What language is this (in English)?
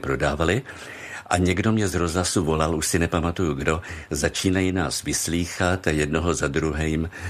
Czech